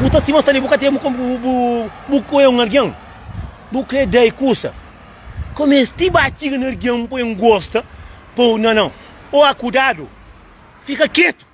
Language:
Kabuverdianu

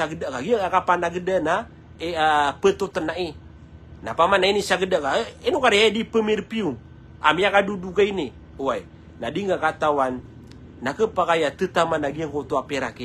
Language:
Maranao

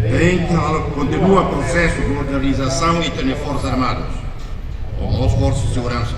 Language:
Tetum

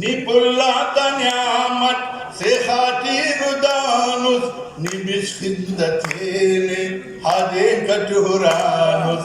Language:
Brahui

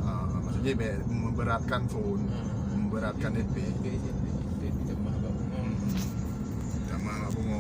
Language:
Achinese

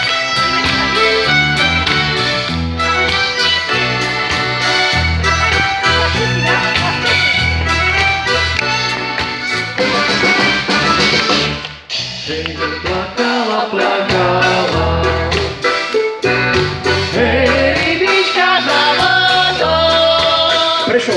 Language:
Slovak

